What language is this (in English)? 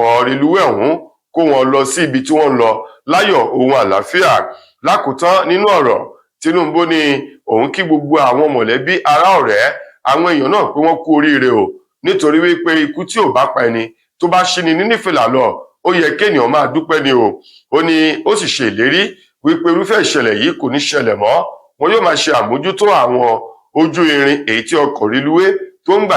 Yoruba